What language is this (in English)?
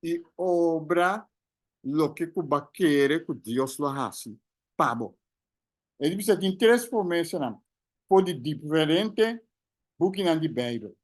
Papiamento